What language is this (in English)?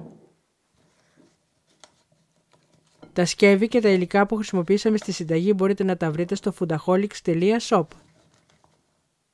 Greek